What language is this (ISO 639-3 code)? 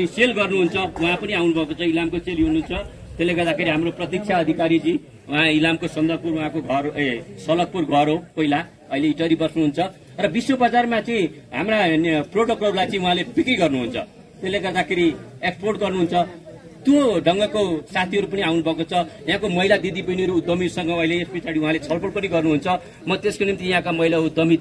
nep